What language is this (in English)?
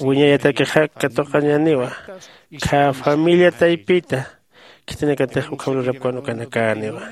Aymara